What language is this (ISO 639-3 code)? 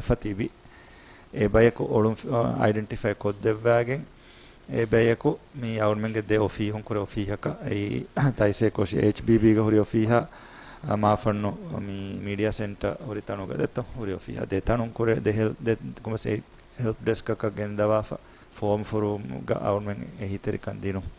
div